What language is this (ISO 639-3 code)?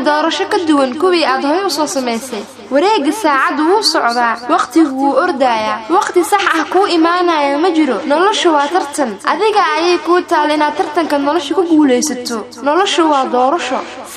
som